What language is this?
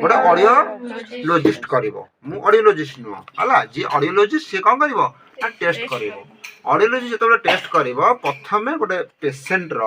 Odia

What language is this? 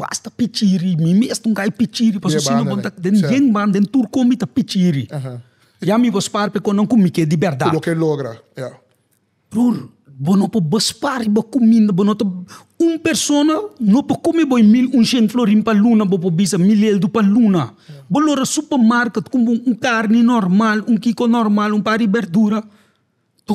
Papiamento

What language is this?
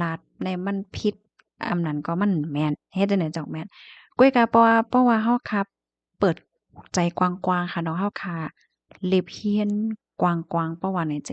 Shan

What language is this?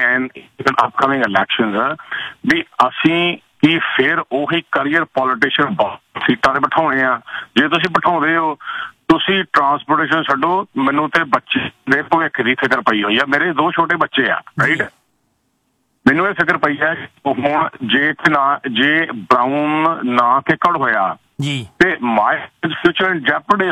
Punjabi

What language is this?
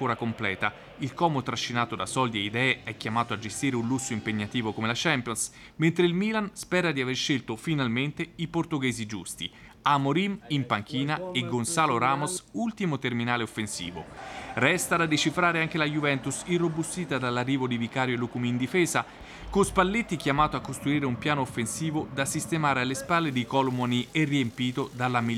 Italian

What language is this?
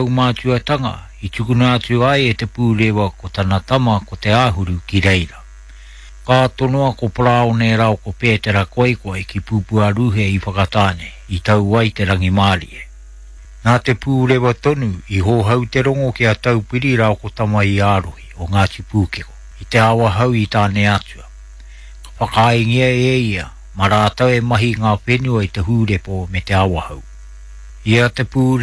Māori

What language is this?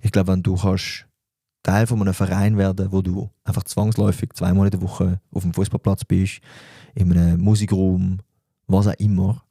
Swiss German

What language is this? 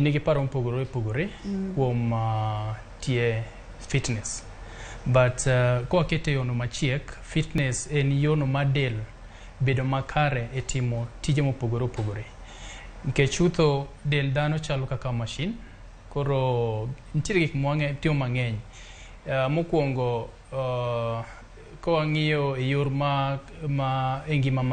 Luo (Kenya and Tanzania)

